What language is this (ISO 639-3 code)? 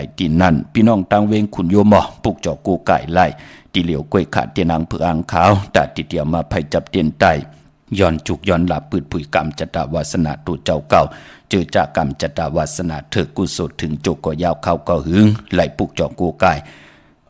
shn